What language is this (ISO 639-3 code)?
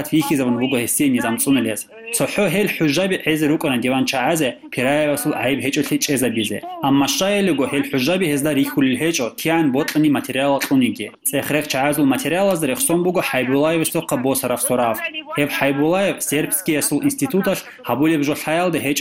ava